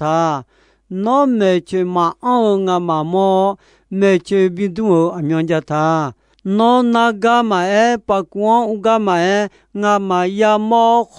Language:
Akha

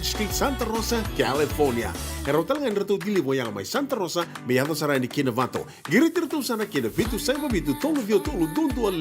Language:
Fijian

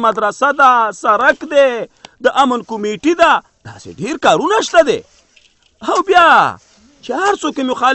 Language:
Pashto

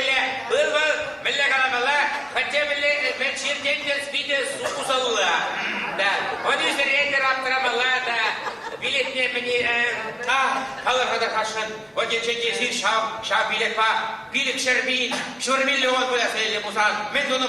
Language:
Chuvash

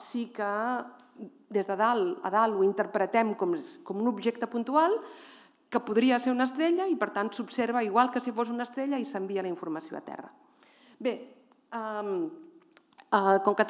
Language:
Catalan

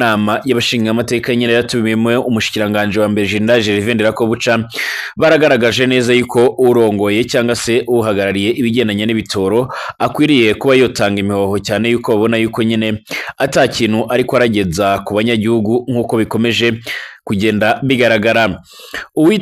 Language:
Rundi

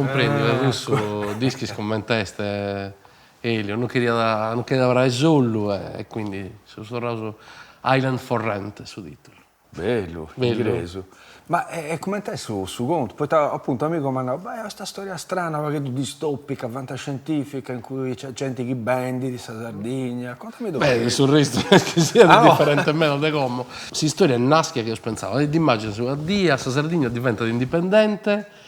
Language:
Sardinian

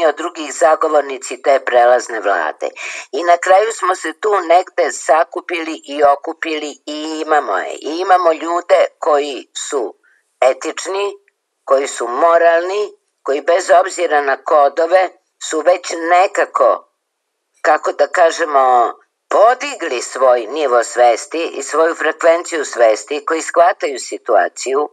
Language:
Serbian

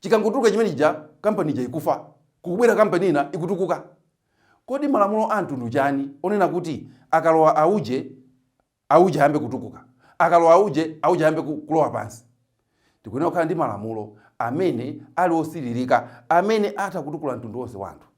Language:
Nyanja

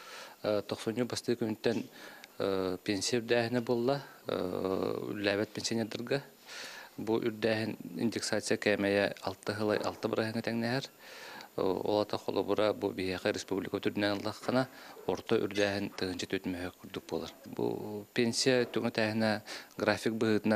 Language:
Yakut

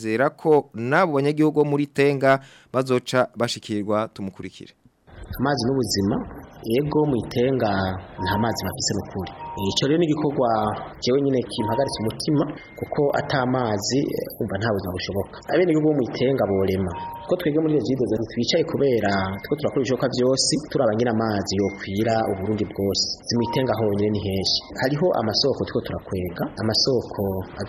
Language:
Rundi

